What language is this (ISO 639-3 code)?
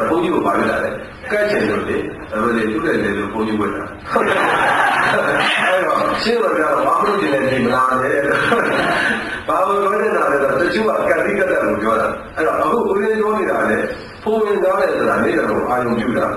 mya